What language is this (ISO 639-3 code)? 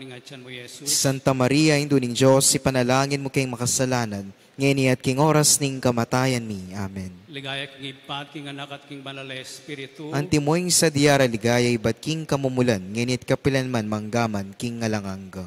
pam